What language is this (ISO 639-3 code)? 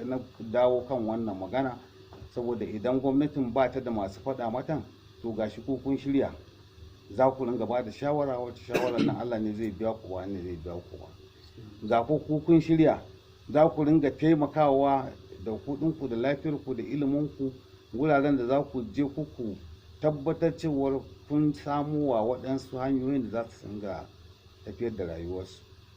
hau